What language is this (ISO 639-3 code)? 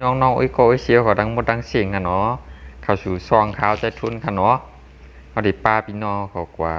shn